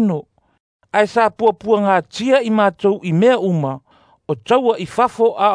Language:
Samoan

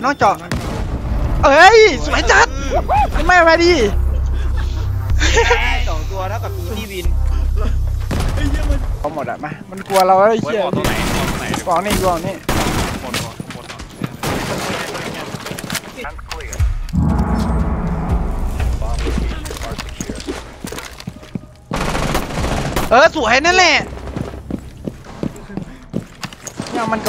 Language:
Thai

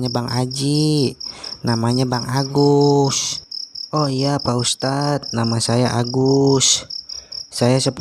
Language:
Betawi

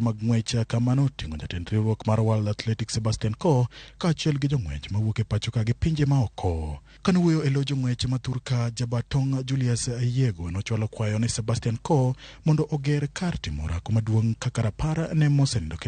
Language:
Luo (Kenya and Tanzania)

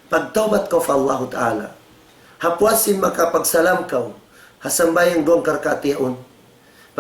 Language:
Tausug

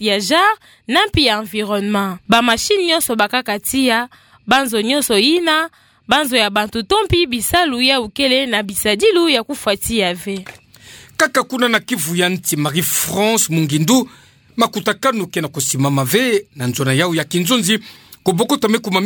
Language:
Kituba (Democratic Republic of Congo)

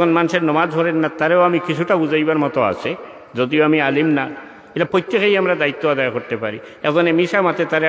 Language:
Sylheti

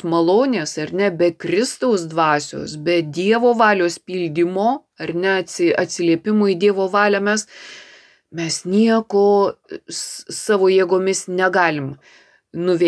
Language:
Lithuanian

